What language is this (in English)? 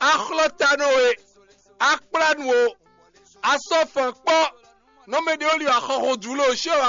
Fon